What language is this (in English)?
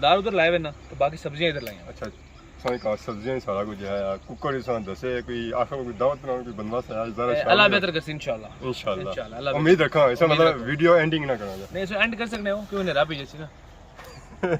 Pahari-Potwari